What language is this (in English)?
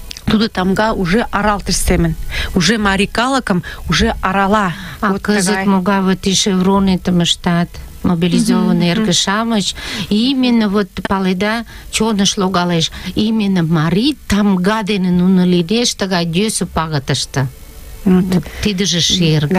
Mari